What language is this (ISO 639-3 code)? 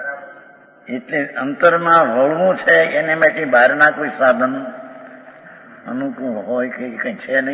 guj